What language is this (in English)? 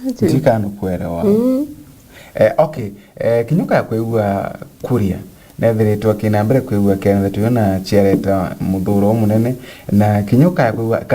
Meru